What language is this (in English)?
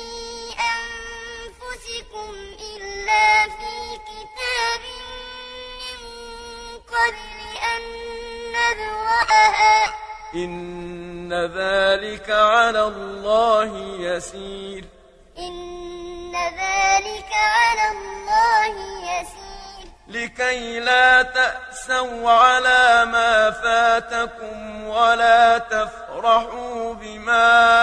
Arabic